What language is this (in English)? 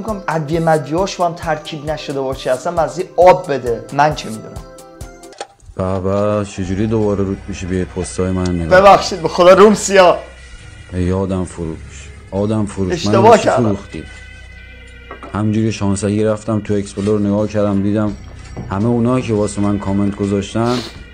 Persian